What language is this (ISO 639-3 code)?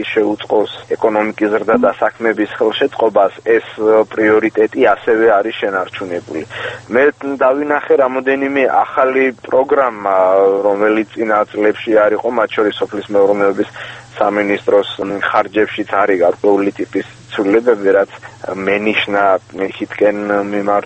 kat